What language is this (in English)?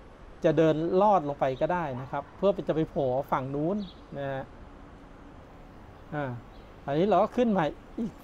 Thai